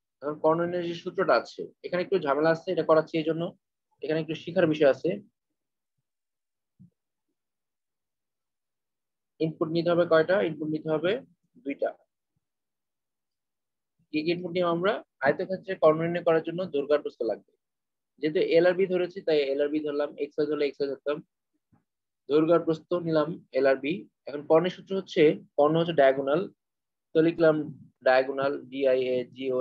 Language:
Bangla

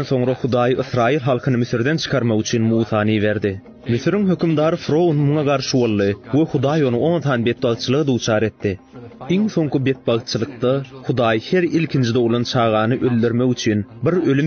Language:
Turkmen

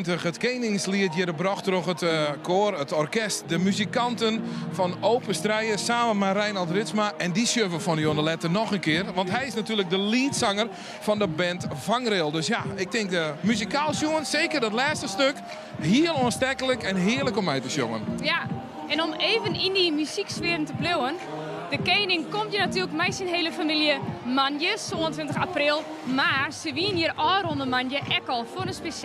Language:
Western Frisian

